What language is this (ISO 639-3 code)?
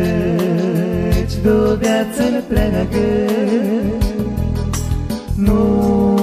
ron